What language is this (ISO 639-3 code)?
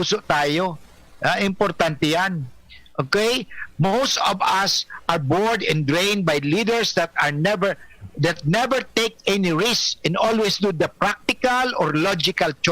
bik